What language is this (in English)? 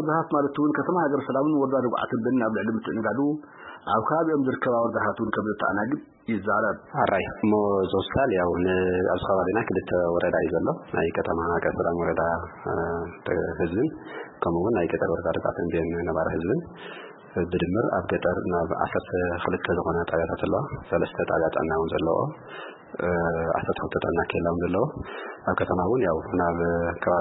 Tigrinya